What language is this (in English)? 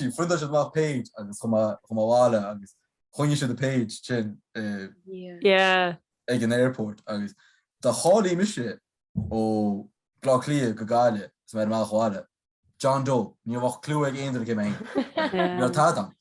Irish